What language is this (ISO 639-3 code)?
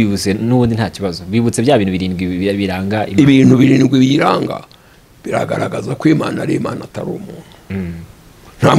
kin